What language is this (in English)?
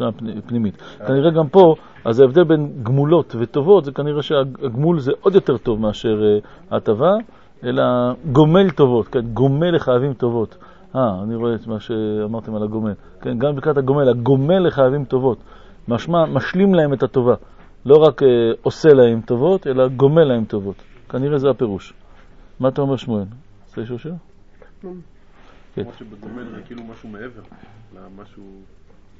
Hebrew